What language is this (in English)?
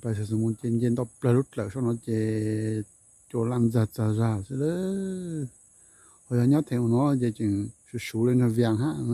Hmong